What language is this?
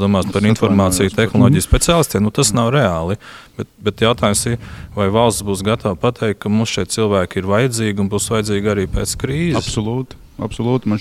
Latvian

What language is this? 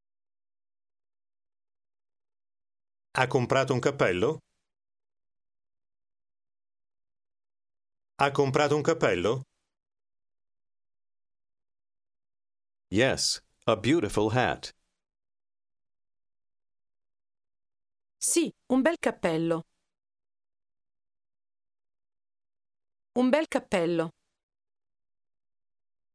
Italian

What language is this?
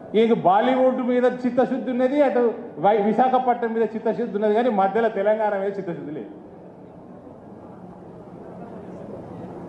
Telugu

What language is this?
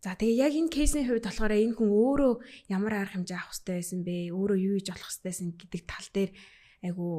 Mongolian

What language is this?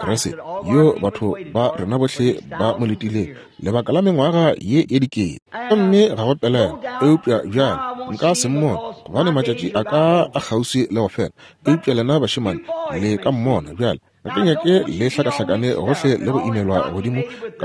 Northern Sotho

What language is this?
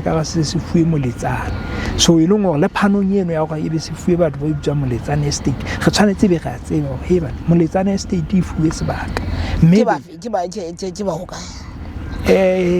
Southern Sotho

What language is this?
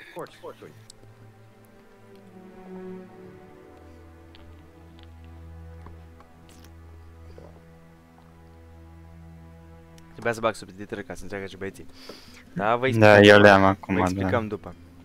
Romanian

